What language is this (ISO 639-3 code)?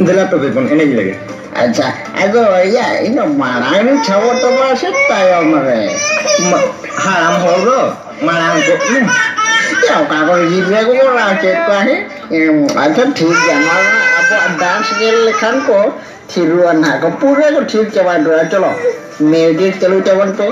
sat